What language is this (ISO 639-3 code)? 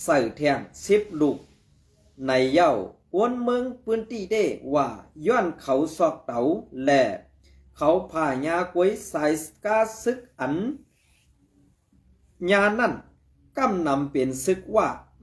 shn